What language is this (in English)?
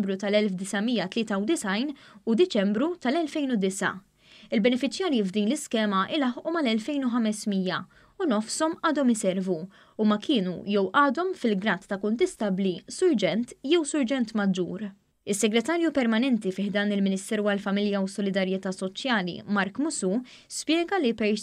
Maltese